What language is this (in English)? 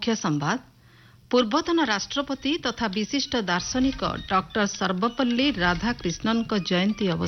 Odia